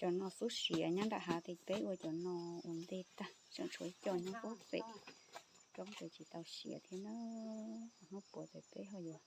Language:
Hmong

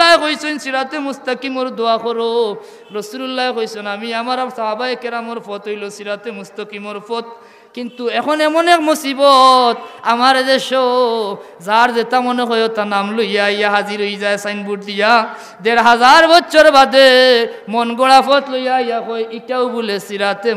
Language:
Sylheti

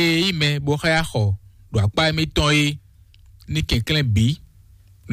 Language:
Fon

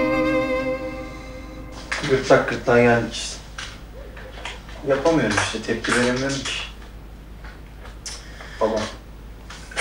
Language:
Turkish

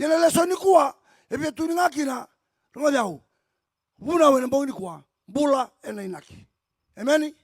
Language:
Fijian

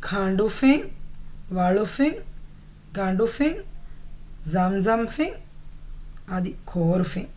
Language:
Divehi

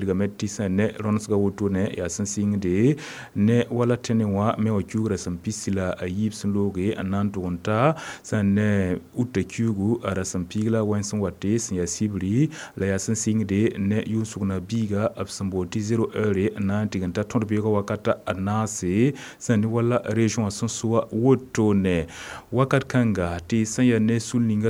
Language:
Mossi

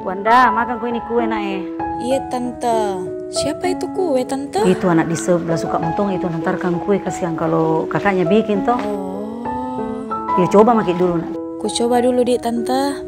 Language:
Makassar Malay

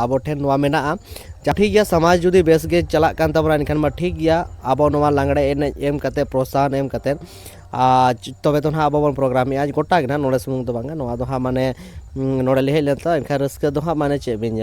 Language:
Santali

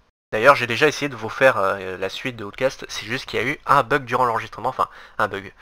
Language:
French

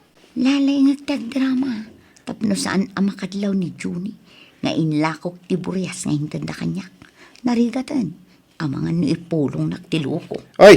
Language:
Iloko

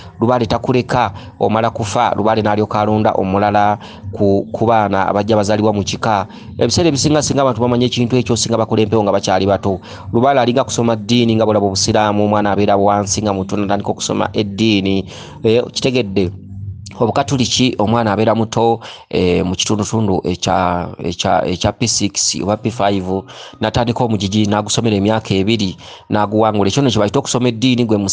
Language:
Ganda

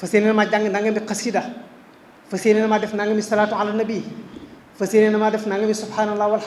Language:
Wolof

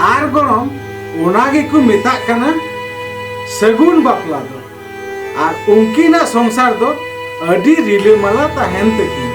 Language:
Santali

